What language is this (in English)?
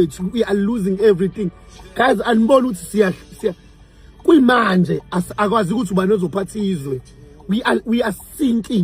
Zulu